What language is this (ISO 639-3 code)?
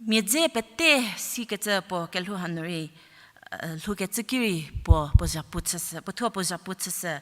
njm